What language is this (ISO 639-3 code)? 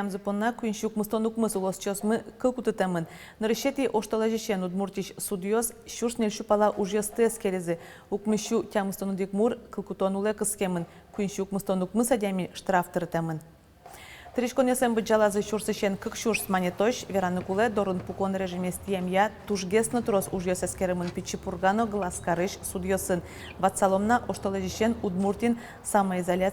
udm